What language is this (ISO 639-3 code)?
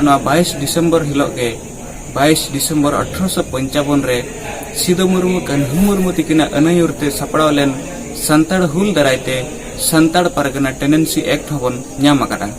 sat